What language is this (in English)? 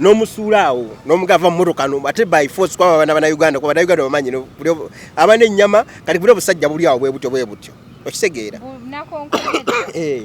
Ganda